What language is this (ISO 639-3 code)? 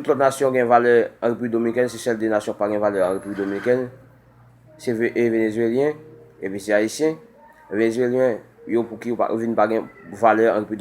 hat